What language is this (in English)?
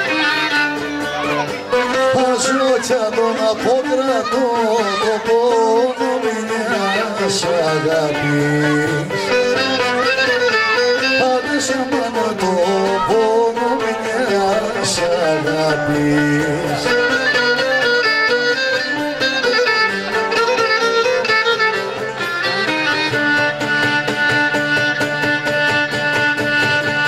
Greek